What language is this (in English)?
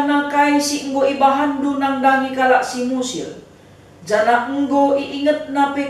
Batak Karo